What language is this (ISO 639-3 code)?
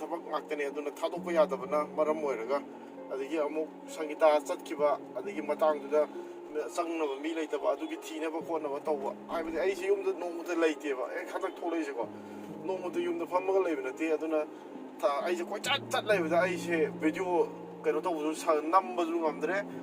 mni